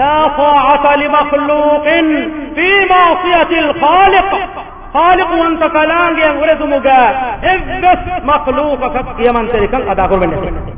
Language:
Divehi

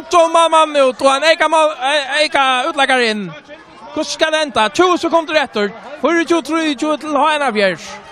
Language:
Faroese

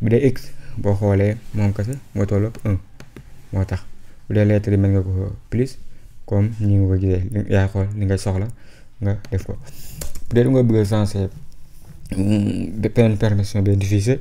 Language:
Wolof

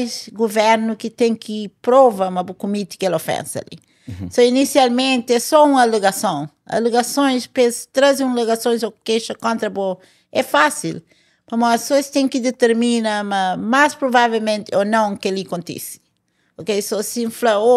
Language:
Kabuverdianu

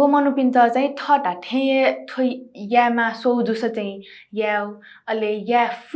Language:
Newari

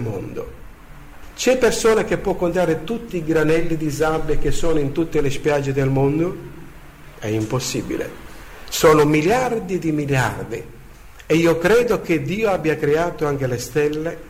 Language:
Italian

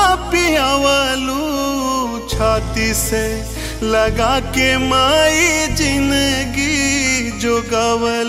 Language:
Bhojpuri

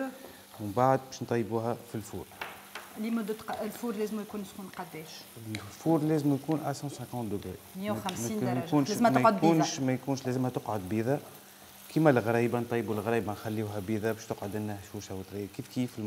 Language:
Tunisian Arabic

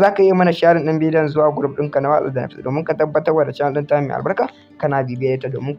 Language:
Hausa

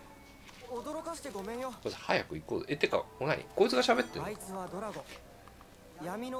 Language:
Japanese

